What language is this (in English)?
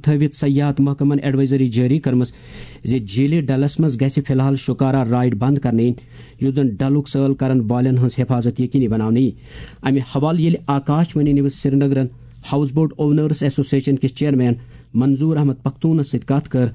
Kashmiri